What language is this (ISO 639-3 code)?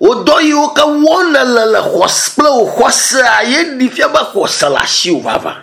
ewe